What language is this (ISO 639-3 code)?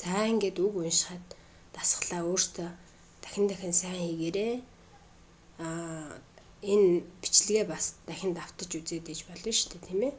mon